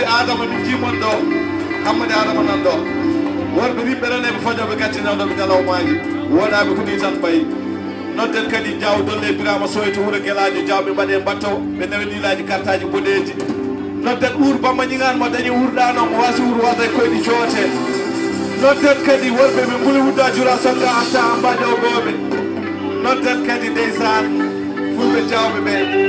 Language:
Fula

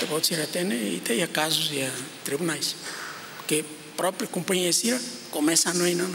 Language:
Tetum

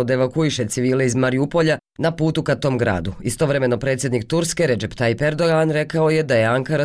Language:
Bosnian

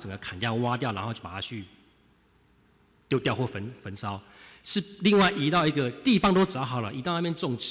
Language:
Chinese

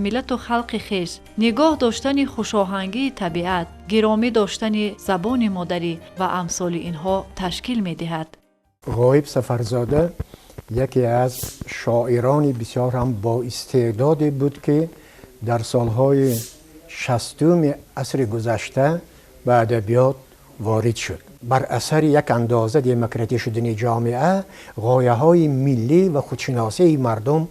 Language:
Tajik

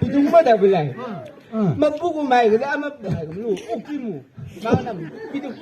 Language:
Chang Naga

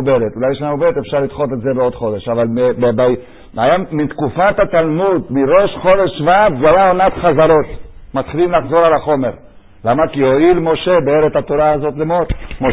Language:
Hebrew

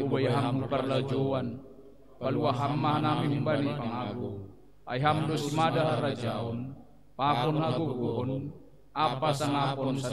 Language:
Batak Simalungun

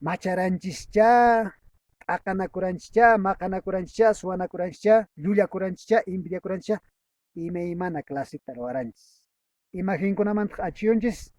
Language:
Quechua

